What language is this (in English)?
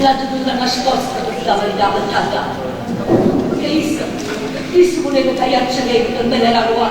Neapolitan